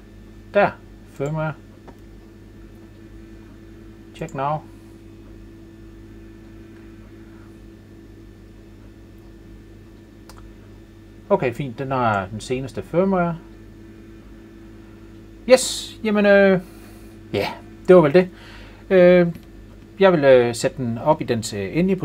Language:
Danish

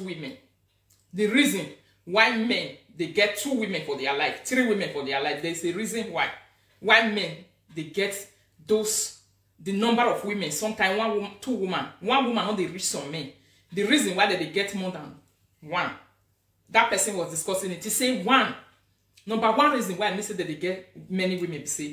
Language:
Nigerian Pidgin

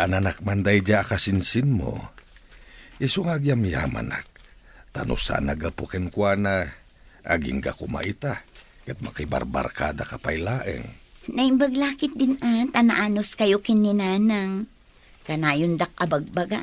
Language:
Iloko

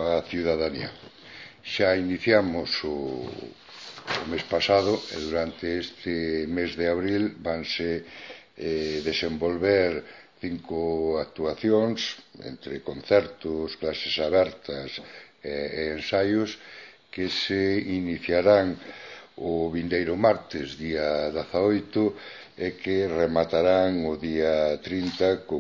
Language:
Galician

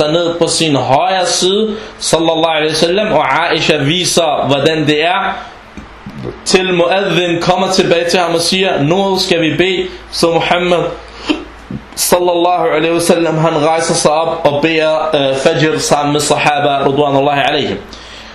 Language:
Danish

